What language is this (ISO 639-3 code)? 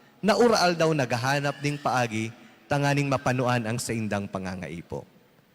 bik